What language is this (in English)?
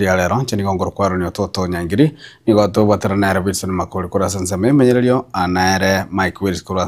Gusii